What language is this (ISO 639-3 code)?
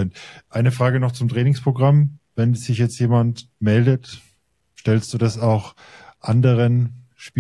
deu